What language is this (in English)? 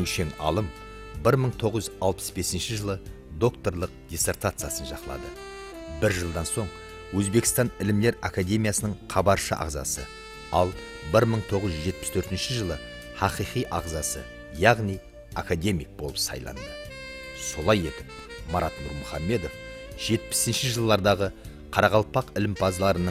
Kara-Kalpak